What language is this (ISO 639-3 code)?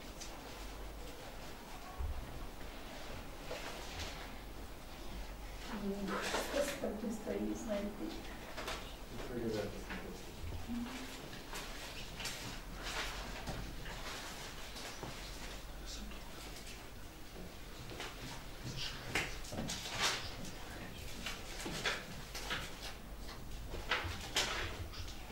ukr